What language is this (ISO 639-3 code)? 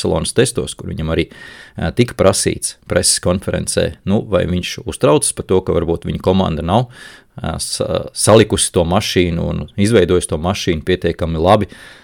lav